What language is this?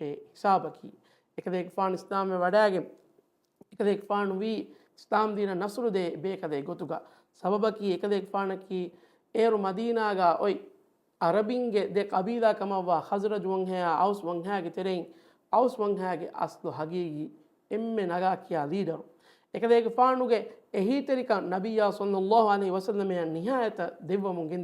Divehi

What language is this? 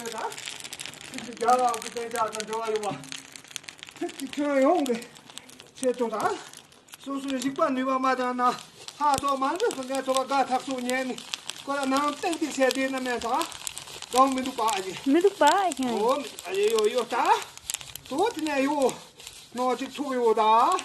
Tibetan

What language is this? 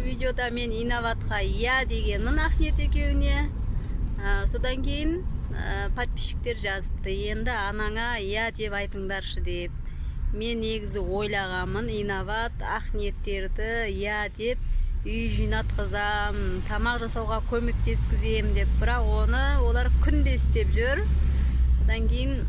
Kazakh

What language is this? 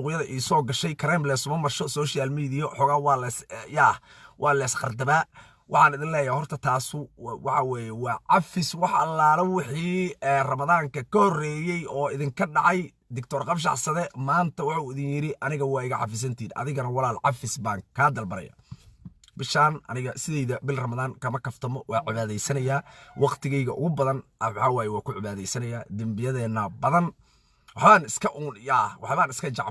Somali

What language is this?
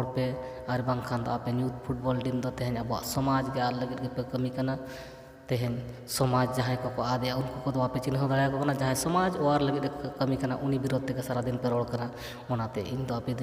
Santali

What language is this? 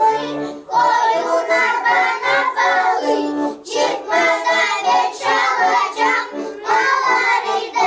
Gagauz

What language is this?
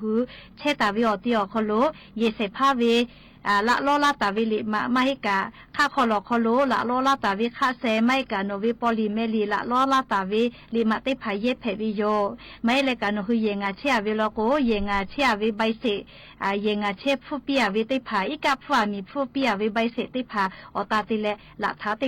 Lahu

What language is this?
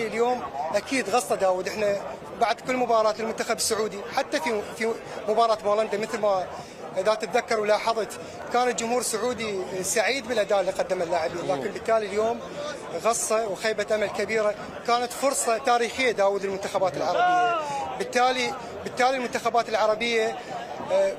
Mesopotamian Arabic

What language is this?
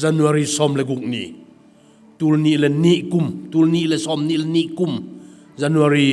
Tedim Chin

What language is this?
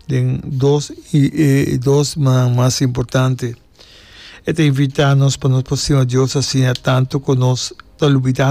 Papiamento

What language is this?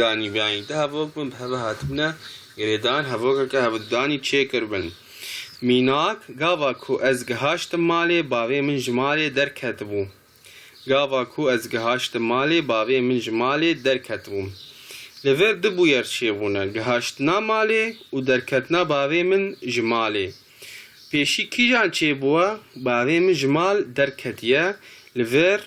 Kurdish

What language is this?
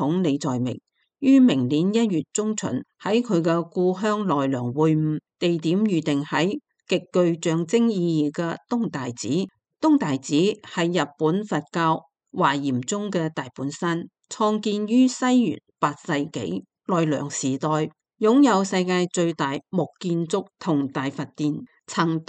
Cantonese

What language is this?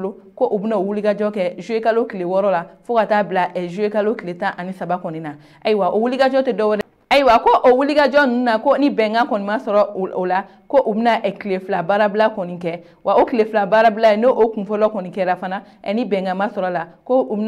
Bambara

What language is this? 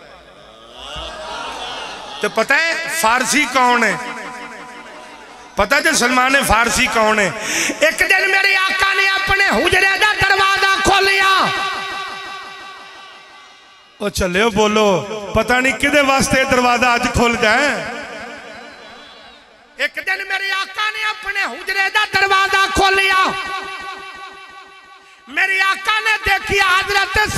Western Panjabi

